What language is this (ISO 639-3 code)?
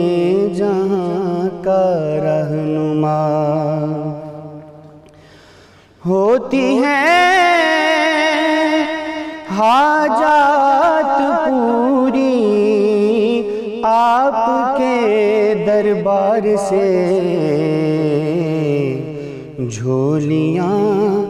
urd